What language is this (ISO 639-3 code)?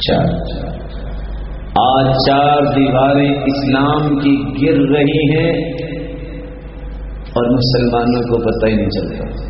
urd